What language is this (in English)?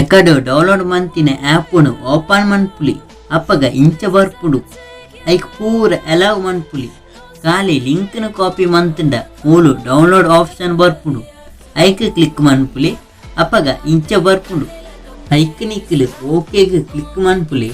Tulu